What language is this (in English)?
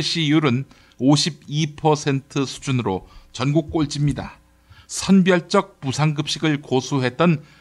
Korean